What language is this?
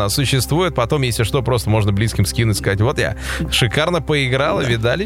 Russian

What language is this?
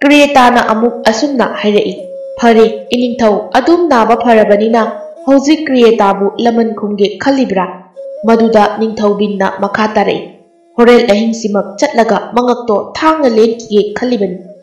Manipuri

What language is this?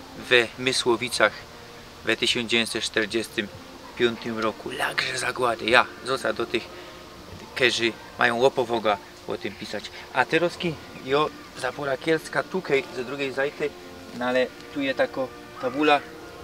Silesian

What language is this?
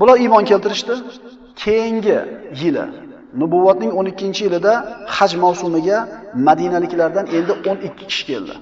Uzbek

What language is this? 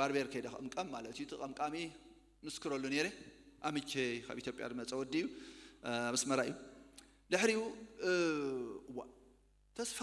Tigrinya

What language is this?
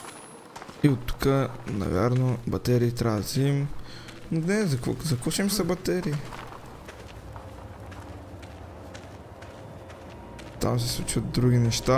Bulgarian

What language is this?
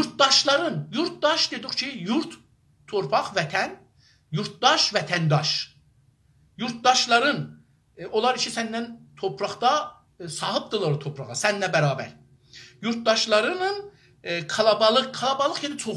South Azerbaijani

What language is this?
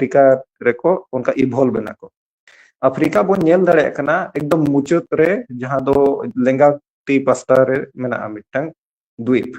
Santali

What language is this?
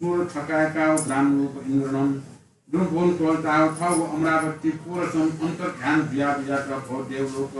Newari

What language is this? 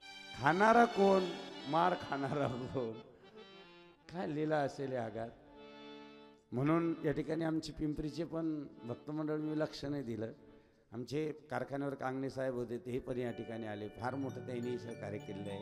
Marathi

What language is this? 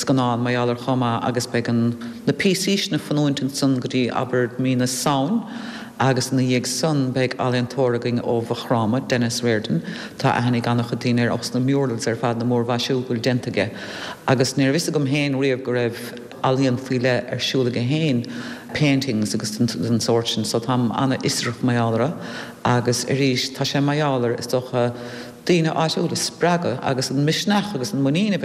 Irish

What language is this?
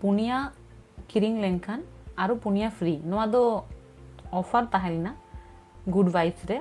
Santali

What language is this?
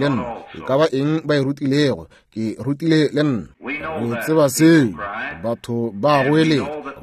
Northern Sotho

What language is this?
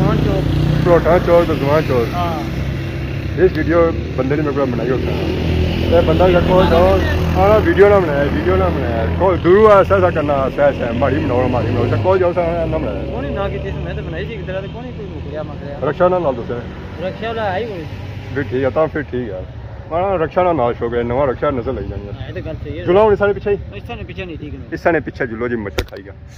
Pahari-Potwari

